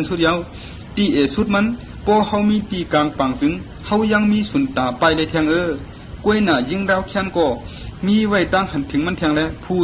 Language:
Shan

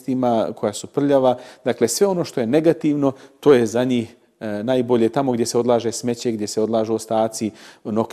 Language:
Bosnian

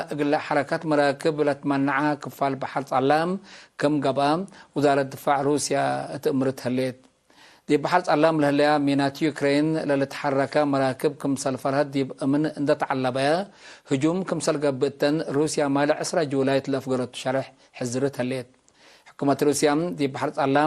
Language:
Tigre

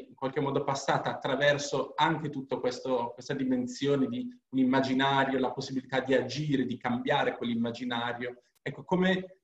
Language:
Italian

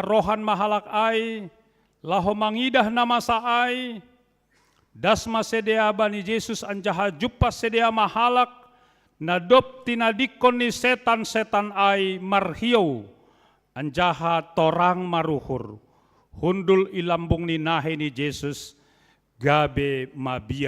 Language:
Batak Simalungun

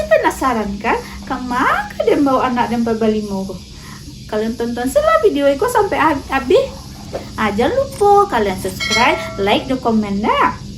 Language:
Minangkabau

